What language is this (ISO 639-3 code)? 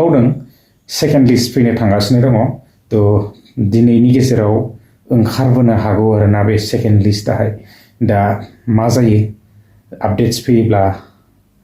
brx